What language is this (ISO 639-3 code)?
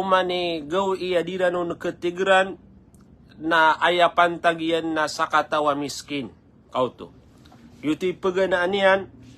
mrw